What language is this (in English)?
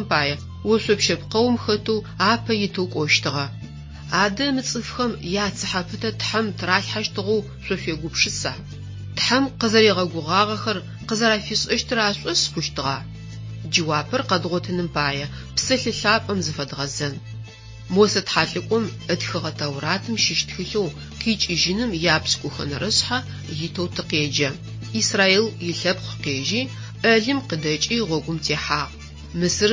Adyghe